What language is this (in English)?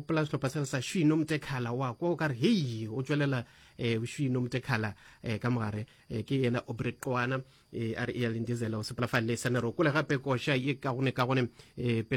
Northern Sotho